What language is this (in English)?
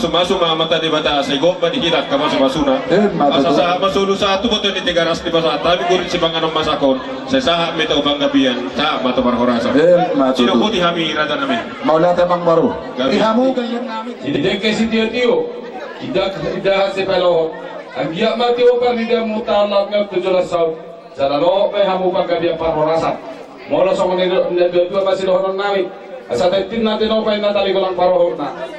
Batak Toba